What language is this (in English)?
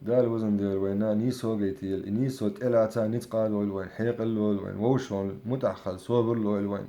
Chechen